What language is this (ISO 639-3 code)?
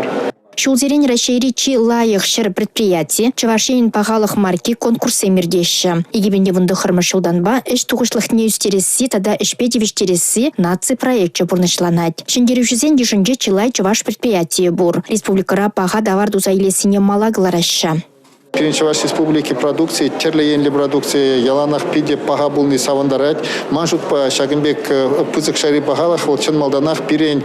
chv